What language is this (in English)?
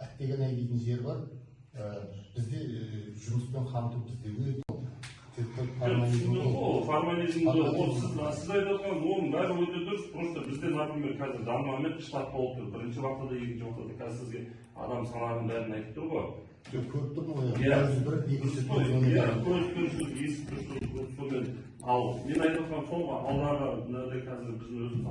Kazakh